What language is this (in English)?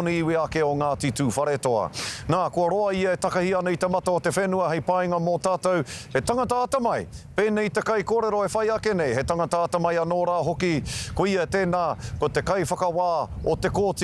Māori